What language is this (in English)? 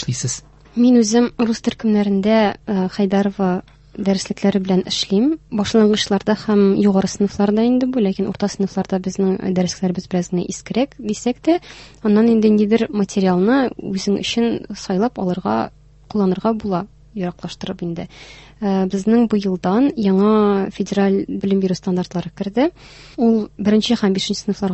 Tatar